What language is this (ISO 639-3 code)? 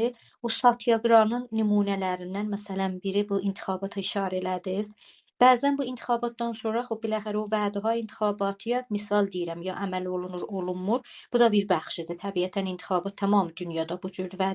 azb